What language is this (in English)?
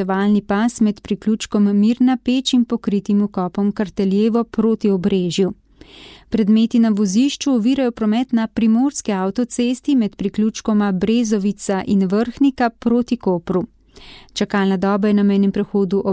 Slovenian